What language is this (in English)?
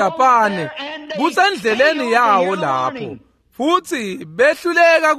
Swati